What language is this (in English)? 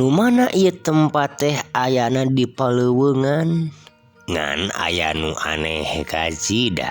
Sundanese